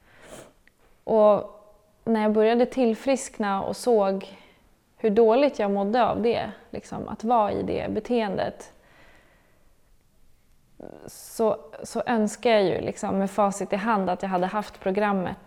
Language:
Swedish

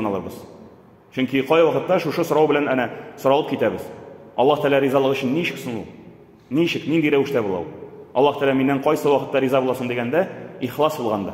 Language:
Tatar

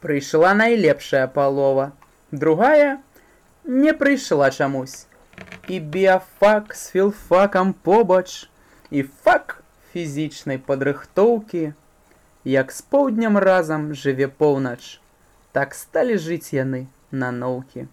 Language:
Belarusian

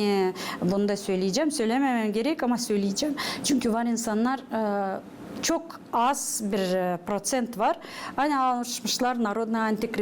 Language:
Gagauz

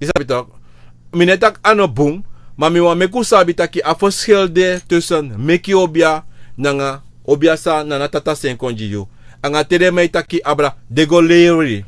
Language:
Sranan Tongo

